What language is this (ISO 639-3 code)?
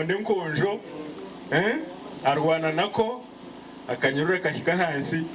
nyn